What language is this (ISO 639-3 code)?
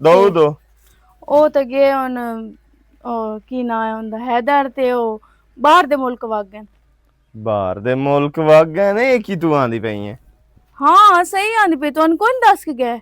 lah